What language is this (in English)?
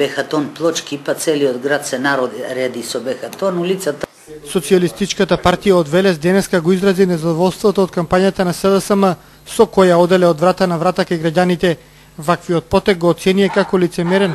Macedonian